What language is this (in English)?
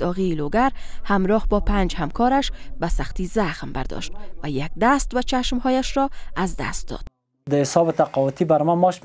Persian